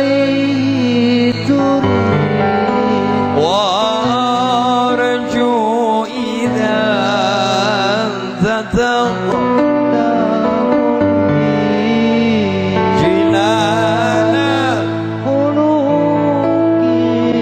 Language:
Javanese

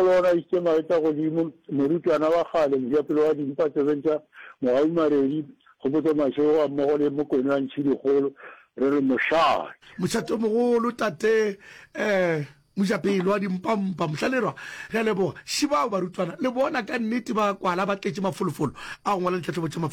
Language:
Northern Sotho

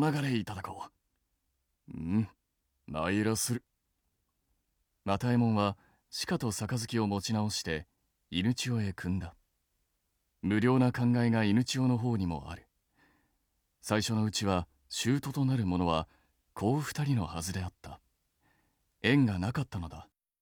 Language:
Japanese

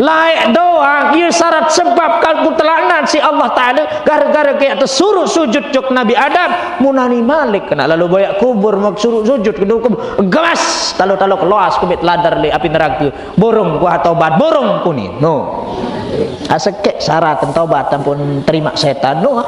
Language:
Sasak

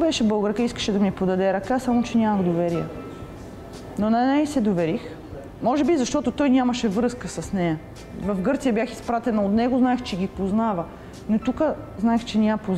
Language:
Bulgarian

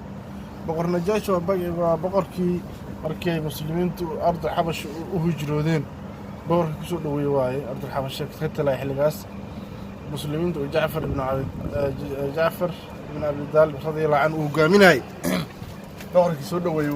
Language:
Somali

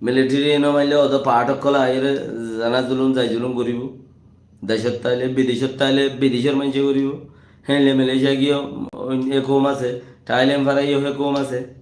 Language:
Rohingya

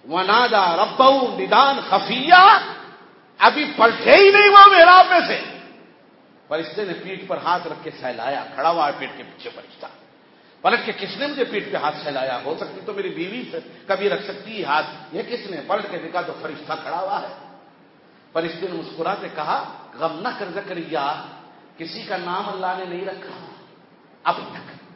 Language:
Urdu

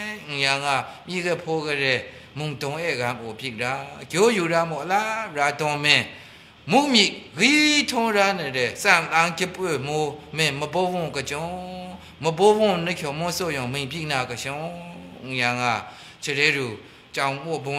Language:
Maru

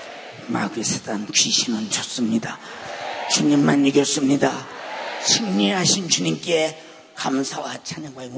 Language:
Korean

